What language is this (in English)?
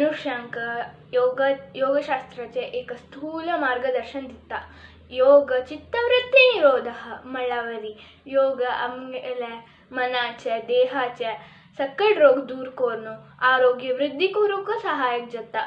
Konkani